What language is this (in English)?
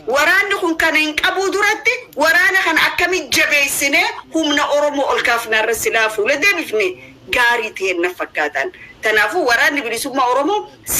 Oromo